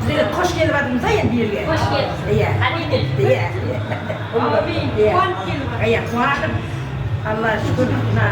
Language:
Kara-Kalpak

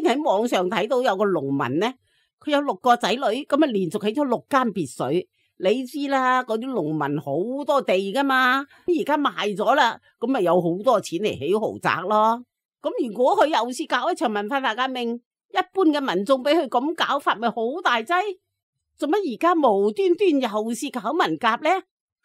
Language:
Cantonese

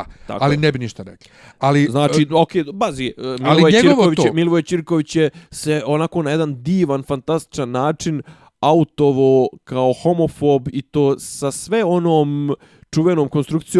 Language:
Bosnian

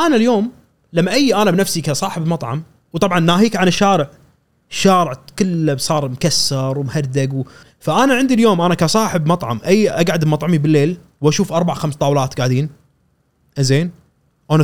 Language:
Gulf Arabic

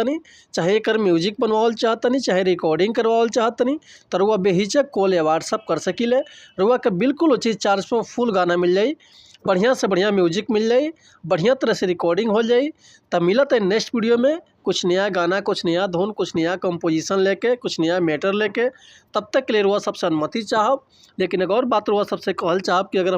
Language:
Bhojpuri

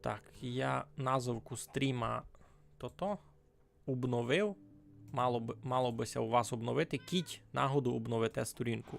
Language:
Rusyn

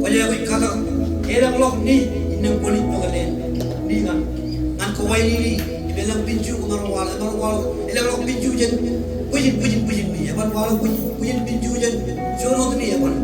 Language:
Marshallese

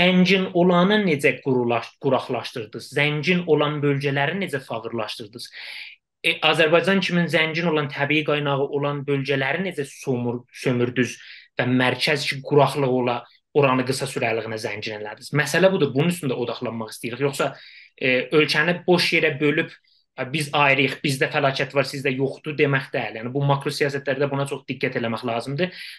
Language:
South Azerbaijani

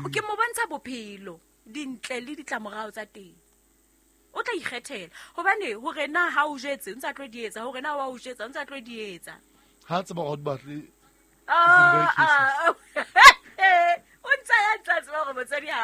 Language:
Southern Sotho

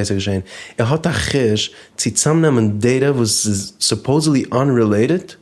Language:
Yiddish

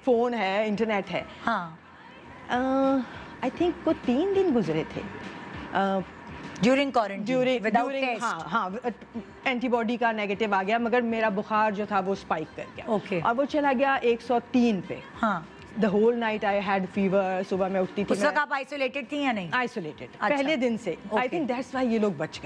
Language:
Urdu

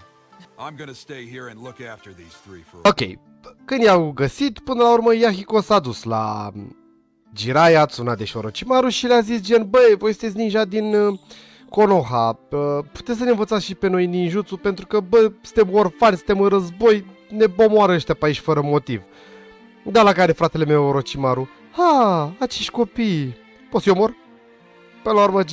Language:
Romanian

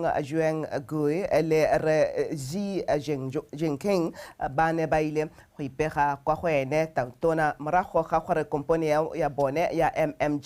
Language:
Tswana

